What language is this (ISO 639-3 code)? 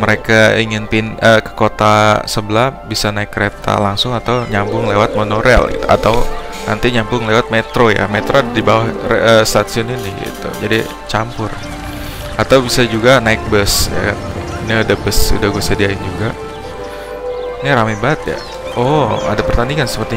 ind